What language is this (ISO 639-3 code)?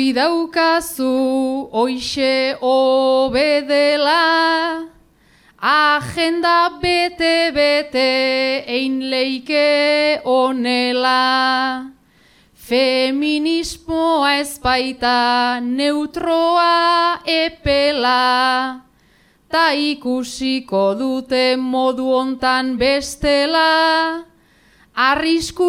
eus